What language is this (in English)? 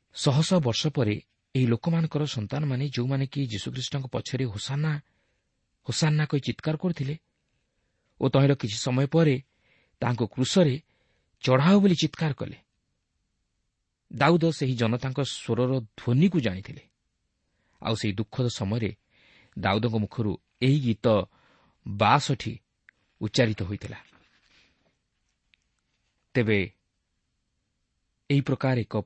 Odia